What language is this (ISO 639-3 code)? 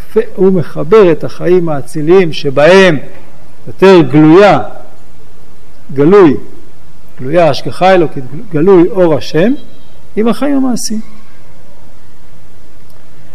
heb